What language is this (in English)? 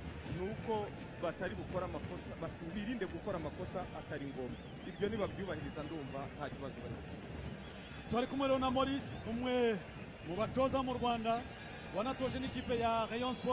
Kinyarwanda